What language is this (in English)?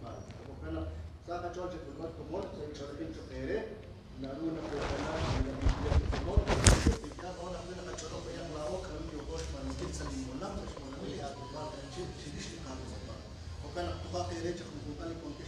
Kekchí